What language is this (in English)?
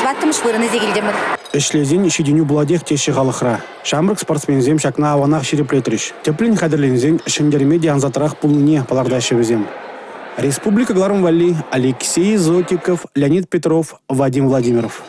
Chuvash